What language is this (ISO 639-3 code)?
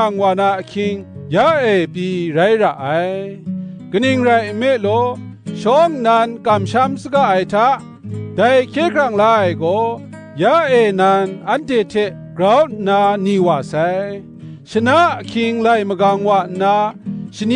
kac